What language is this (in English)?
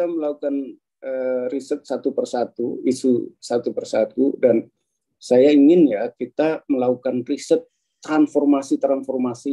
Indonesian